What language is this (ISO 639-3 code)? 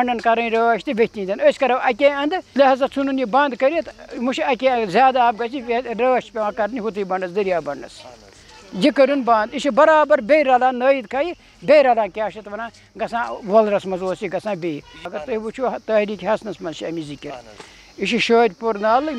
kas